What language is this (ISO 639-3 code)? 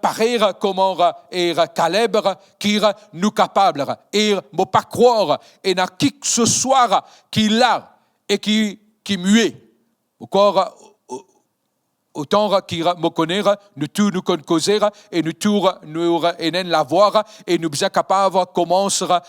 mfe